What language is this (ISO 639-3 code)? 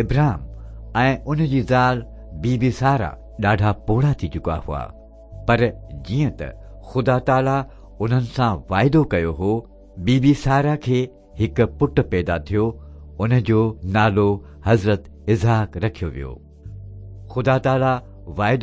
snd